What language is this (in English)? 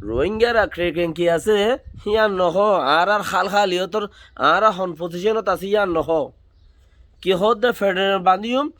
Rohingya